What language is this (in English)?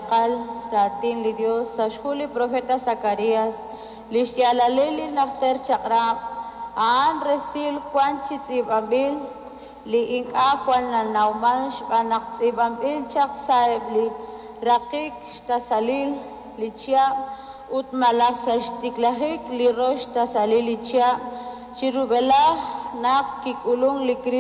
Kekchí